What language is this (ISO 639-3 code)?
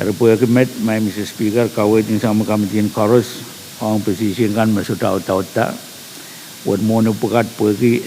pon